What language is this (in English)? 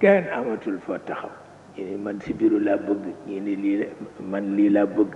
Wolof